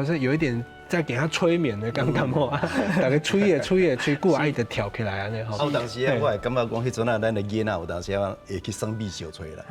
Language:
Min Nan Chinese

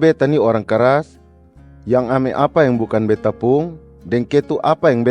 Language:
Kupang Malay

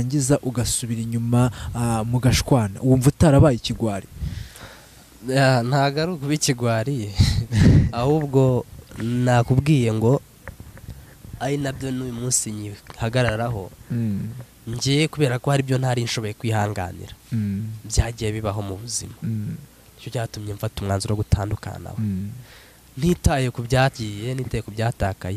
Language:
Kinyarwanda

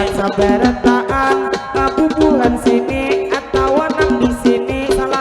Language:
Banjar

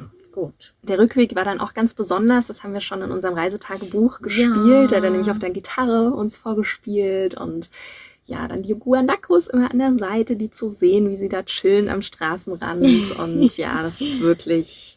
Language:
German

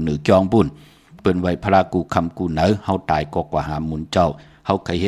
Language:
Shan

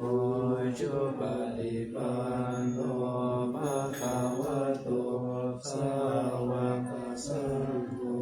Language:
Pali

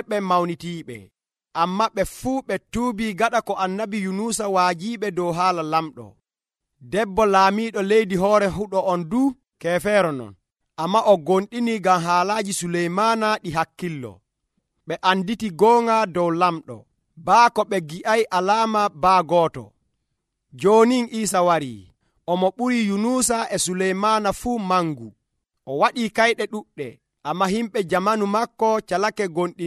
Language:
Nigerian Fulfulde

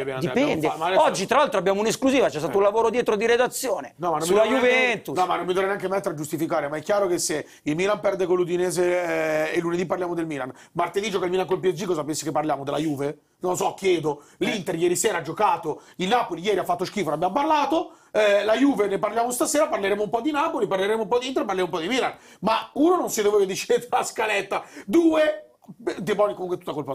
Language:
Italian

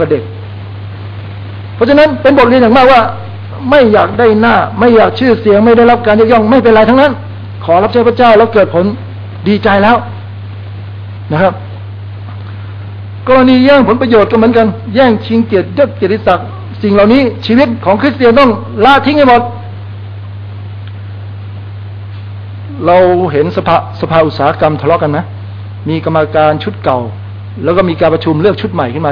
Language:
Thai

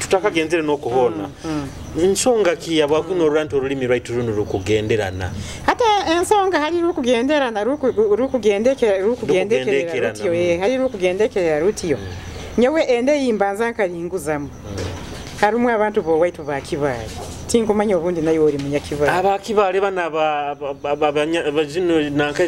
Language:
Nyoro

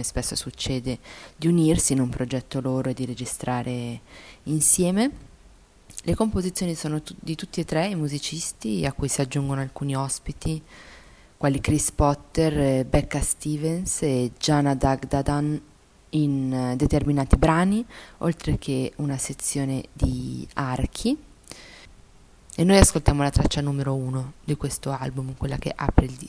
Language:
Italian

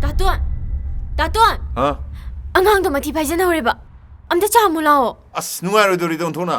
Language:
Manipuri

